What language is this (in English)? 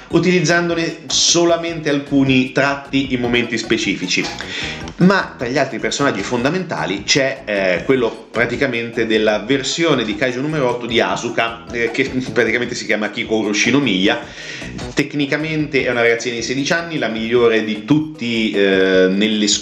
Italian